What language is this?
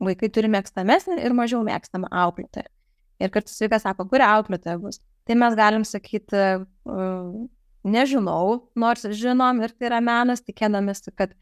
Lithuanian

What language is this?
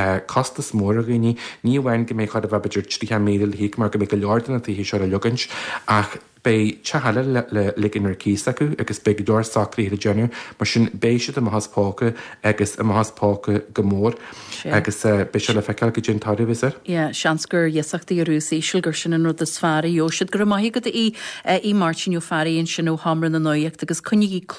Irish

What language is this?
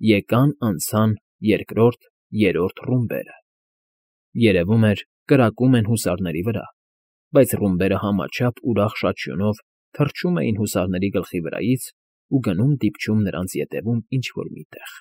Armenian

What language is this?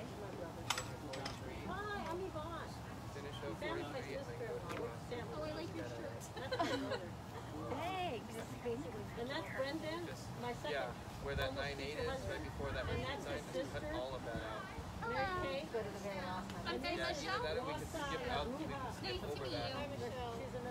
English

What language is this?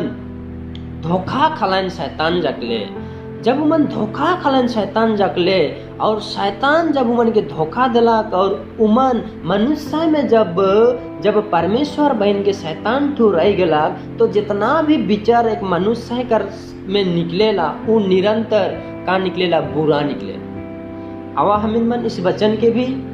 Sadri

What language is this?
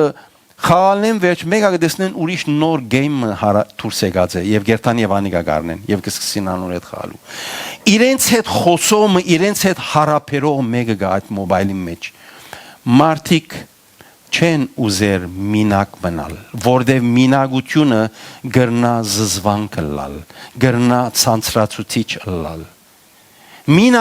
Western Armenian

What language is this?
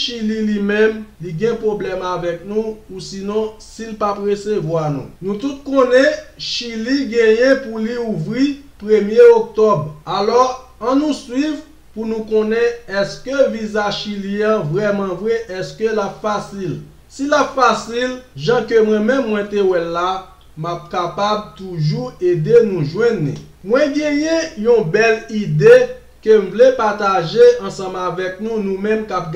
Haitian Creole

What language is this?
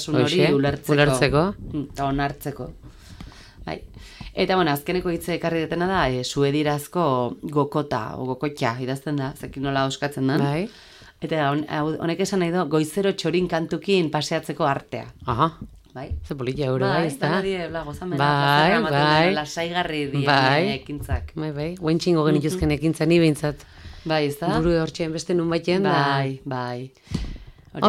Basque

